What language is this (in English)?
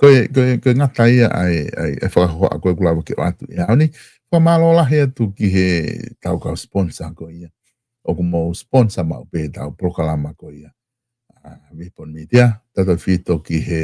Tongan